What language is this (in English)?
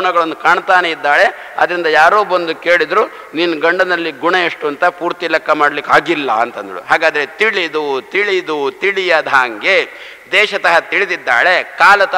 Kannada